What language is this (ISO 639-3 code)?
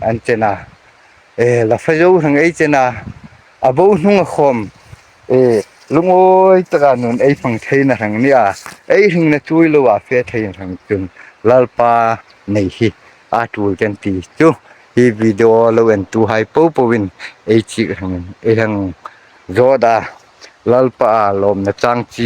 hmr